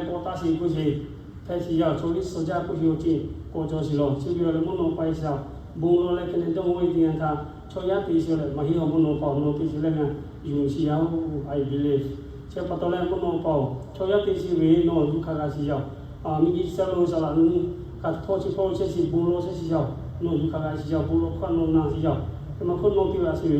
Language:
Lahu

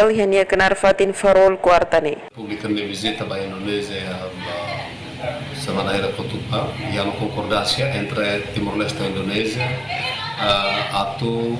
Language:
Tetum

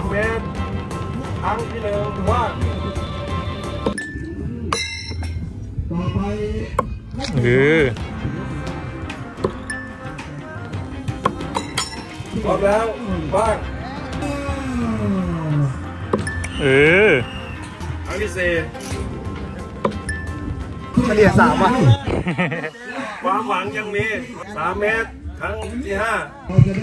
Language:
Thai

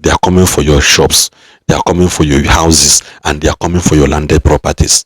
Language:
Igbo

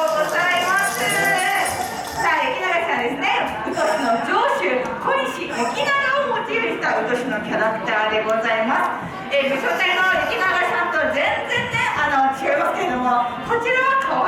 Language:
Japanese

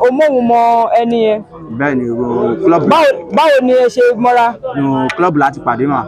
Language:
Yoruba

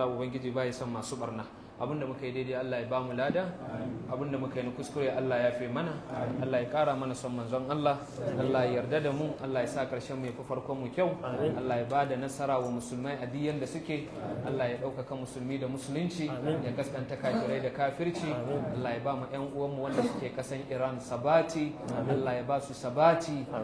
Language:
Hausa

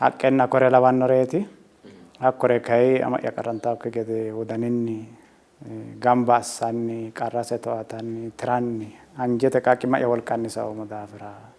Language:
Sidamo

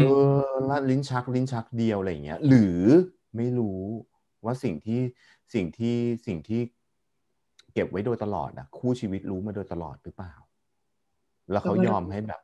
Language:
Thai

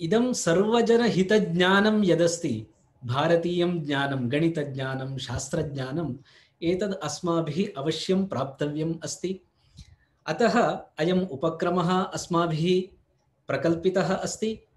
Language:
Sanskrit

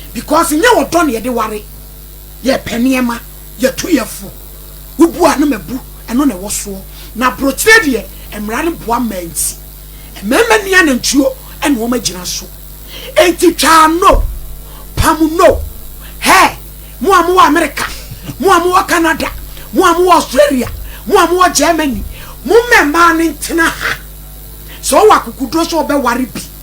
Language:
Akan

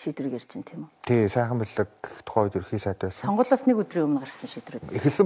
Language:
Mongolian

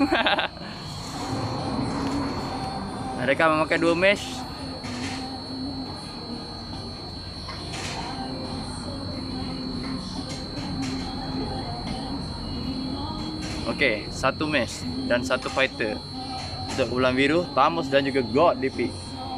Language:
Malay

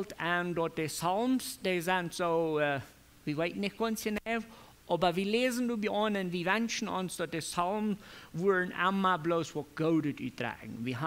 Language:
Plautdietsch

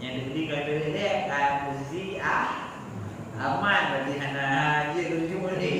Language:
Achinese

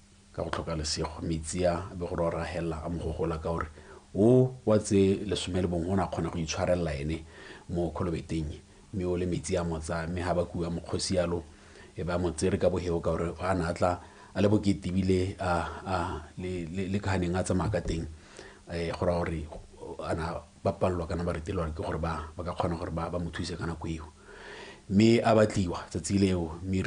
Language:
Tswana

